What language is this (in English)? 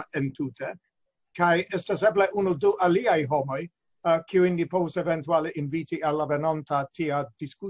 Esperanto